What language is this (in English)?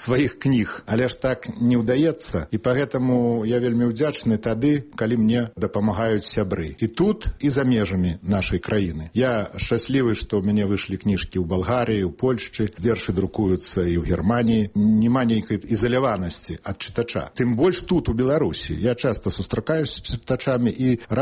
Belarusian